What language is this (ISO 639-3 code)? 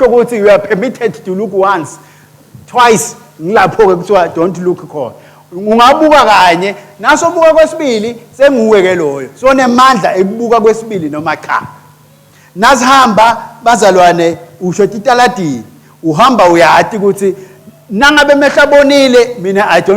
ssw